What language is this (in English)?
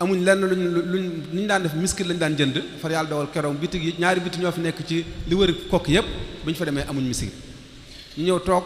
Wolof